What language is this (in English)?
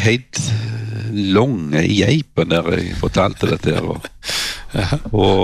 Norwegian